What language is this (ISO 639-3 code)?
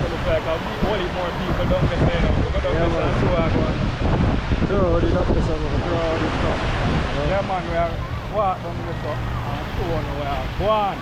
jam